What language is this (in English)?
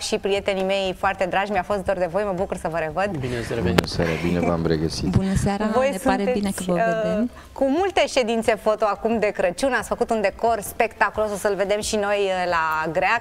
Romanian